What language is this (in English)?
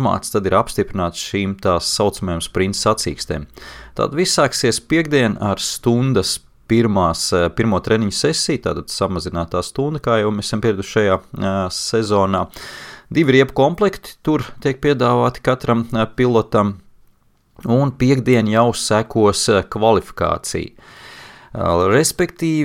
Latvian